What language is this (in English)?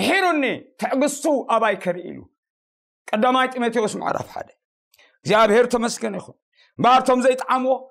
Tigrinya